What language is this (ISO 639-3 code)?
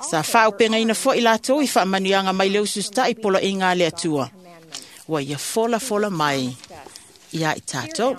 smo